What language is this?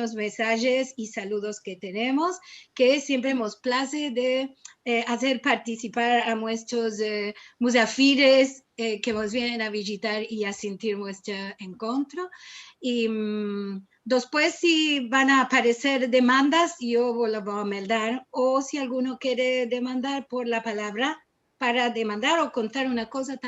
Ladino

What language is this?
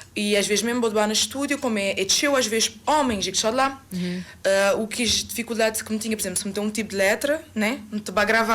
Kabuverdianu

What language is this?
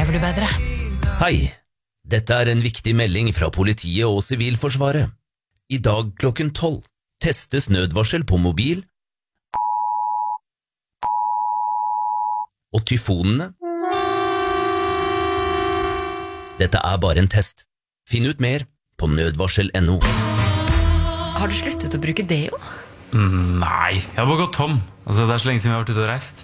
Norwegian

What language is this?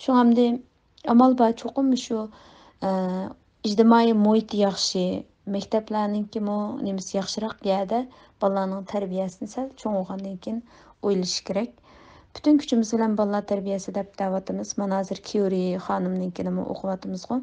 Uyghur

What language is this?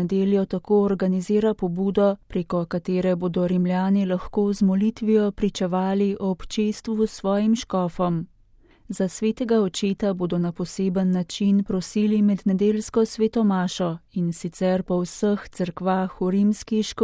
Slovenian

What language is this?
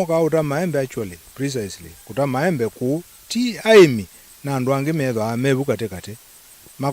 Kamba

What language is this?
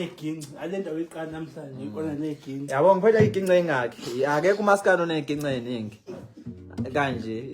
Zulu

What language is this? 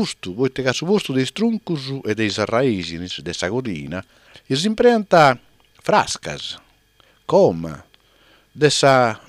Sardinian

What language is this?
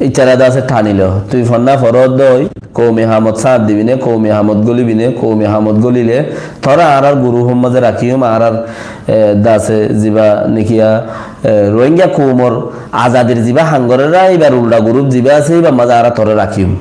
Rohingya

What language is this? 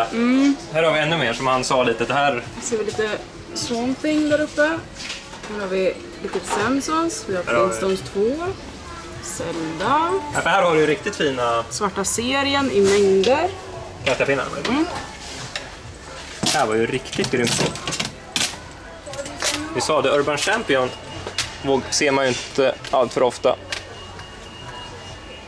Swedish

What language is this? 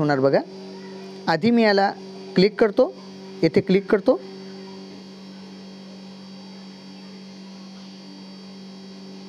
Marathi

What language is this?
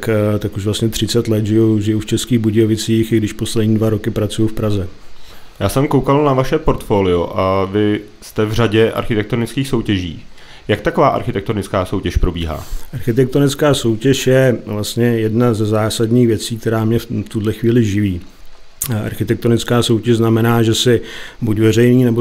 Czech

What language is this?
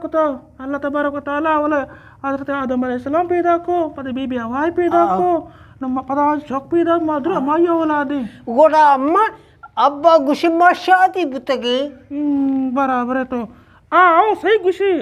Eastern Balochi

